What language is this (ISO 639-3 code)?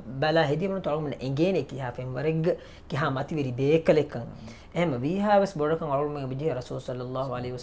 div